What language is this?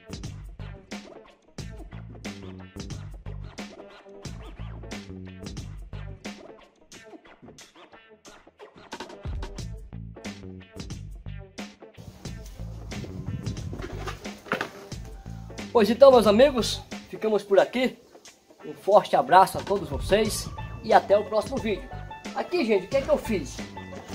Portuguese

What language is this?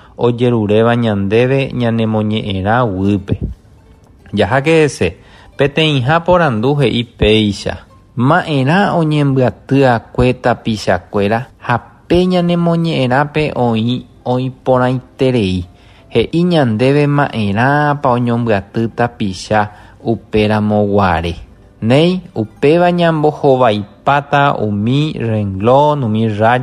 Guarani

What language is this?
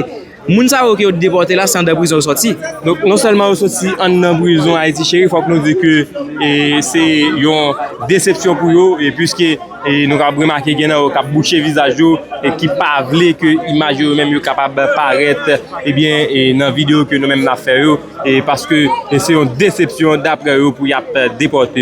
Haitian Creole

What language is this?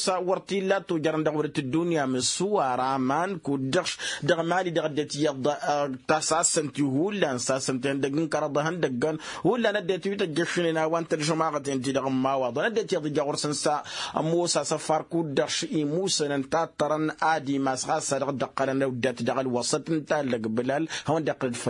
Tamasheq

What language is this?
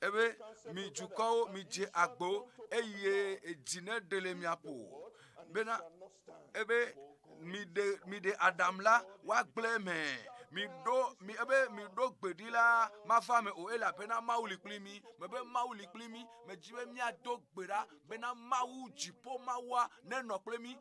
Ewe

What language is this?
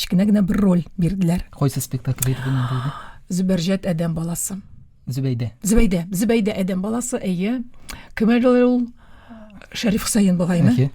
Tatar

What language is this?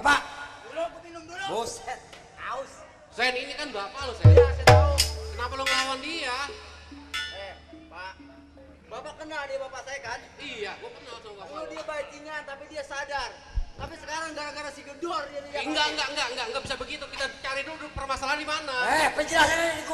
Betawi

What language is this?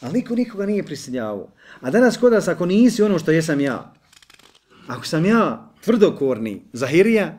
Bosnian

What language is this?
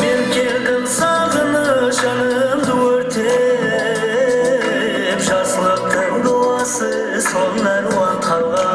Kara-Kalpak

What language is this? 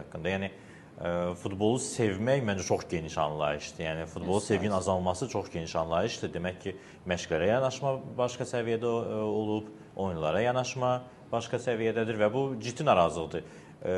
Azerbaijani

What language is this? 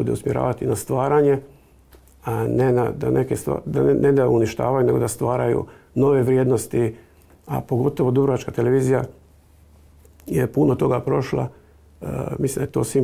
Croatian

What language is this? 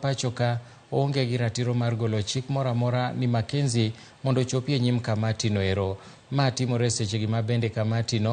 Luo (Kenya and Tanzania)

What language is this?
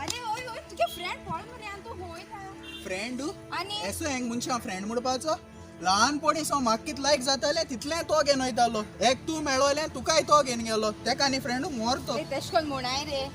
Konkani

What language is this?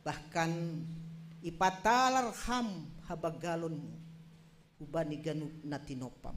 Batak Simalungun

